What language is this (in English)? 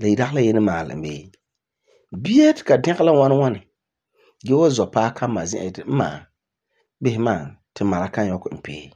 Frafra